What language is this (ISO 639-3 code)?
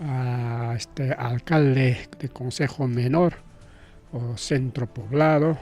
quy